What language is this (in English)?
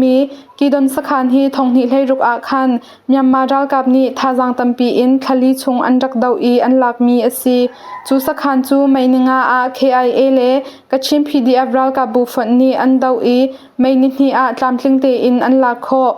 Hakha Chin